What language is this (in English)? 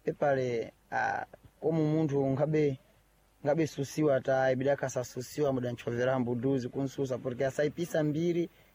Sena